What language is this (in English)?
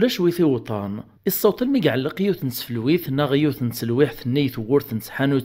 Kabyle